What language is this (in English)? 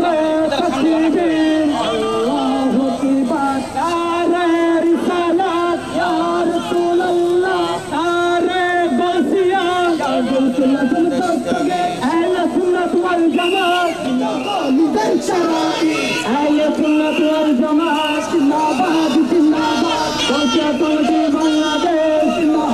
Bangla